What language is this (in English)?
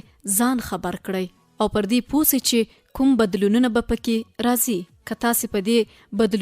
Pashto